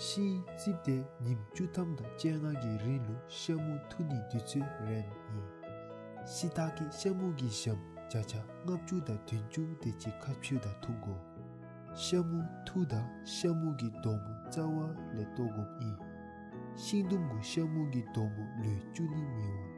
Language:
Dzongkha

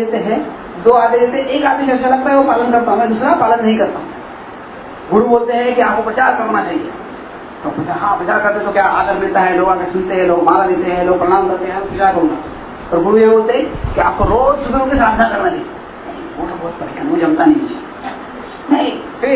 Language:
Hindi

